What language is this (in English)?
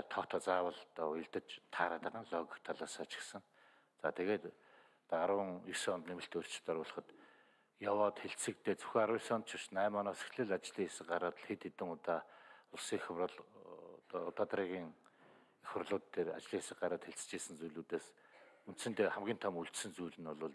Mongolian